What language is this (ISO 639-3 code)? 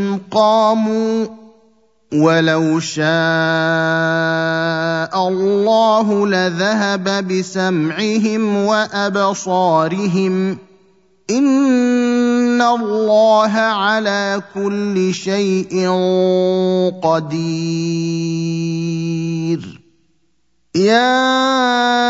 ara